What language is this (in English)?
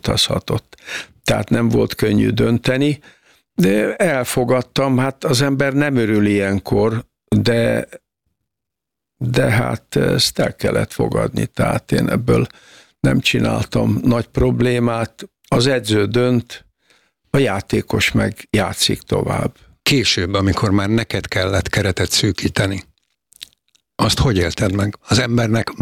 Hungarian